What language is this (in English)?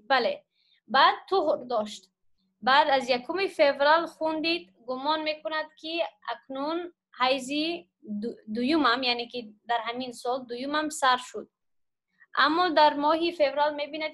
Tajik